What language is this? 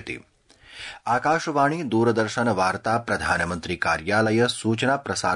Sanskrit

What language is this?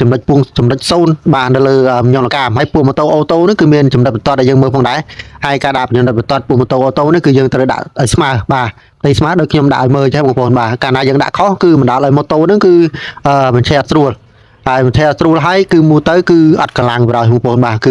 Khmer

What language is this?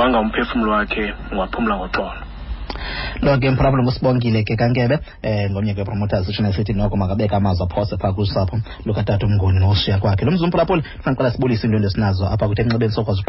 Xhosa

